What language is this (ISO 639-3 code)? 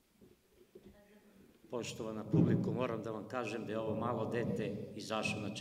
srp